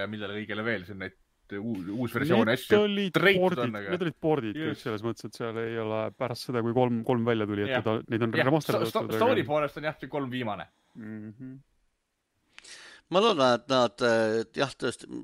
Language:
Estonian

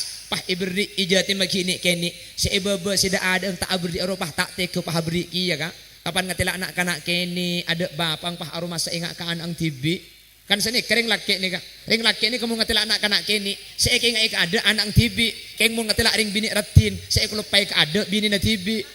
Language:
Madurese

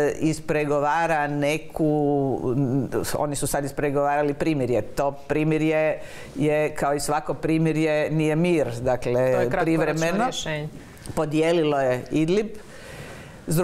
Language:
Croatian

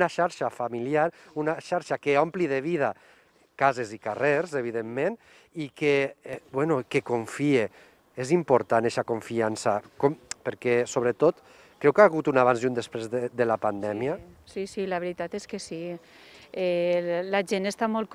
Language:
Catalan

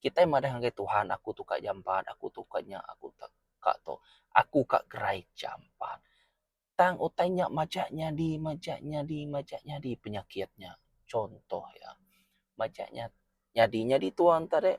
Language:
Iban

